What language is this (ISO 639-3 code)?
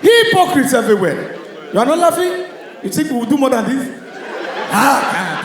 pcm